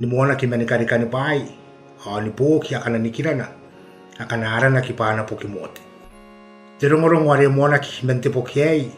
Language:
Gilbertese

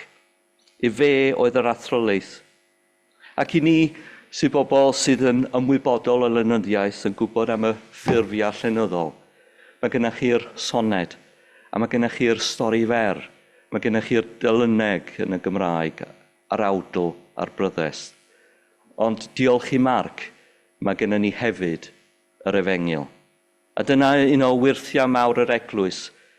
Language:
Welsh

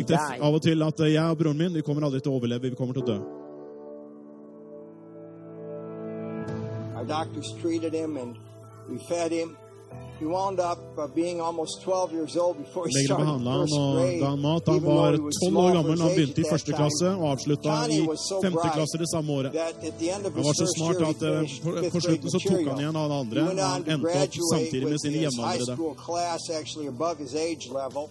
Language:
Norwegian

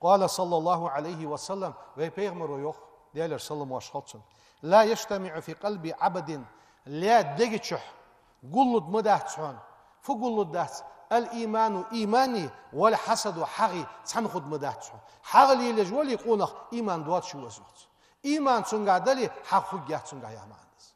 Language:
Ingush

